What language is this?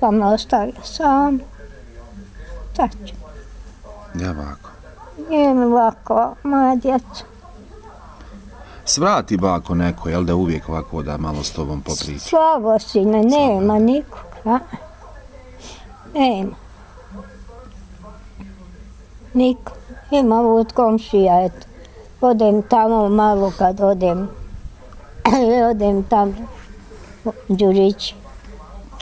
Bosnian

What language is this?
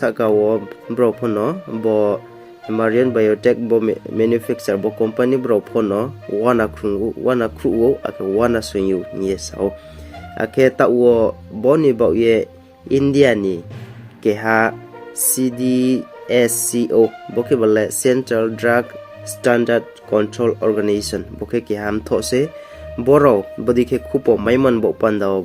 Riang (India)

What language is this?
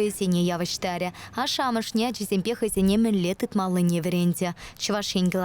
Chuvash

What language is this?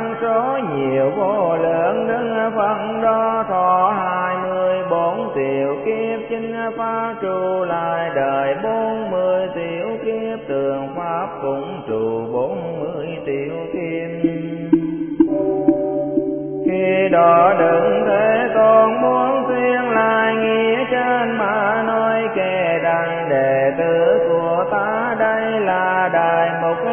Vietnamese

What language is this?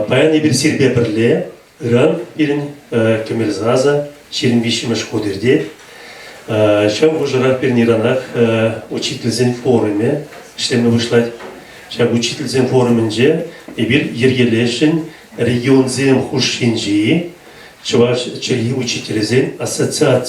Chuvash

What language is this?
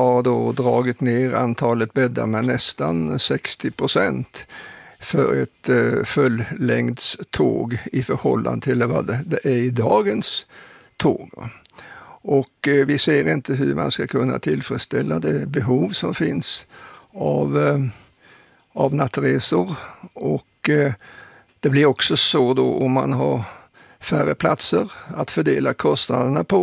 Swedish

